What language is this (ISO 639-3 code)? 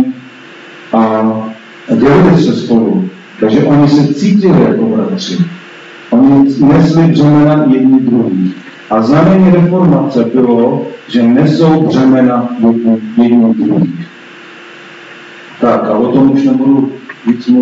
ces